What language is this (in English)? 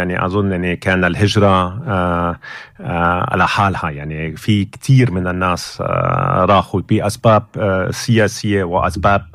North Levantine Arabic